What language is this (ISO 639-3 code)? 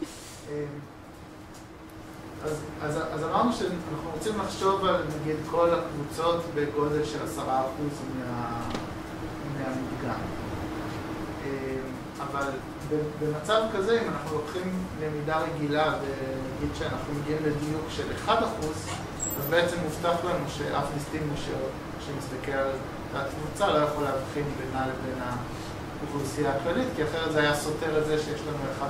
heb